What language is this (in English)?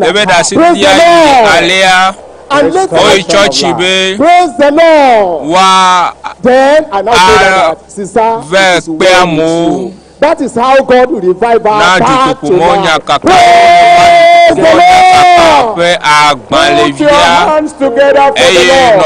Ewe